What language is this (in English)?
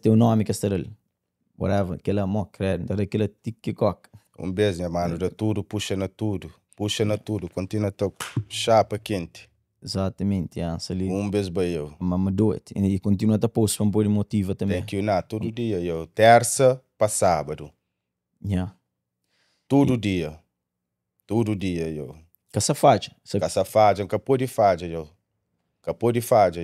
Kabuverdianu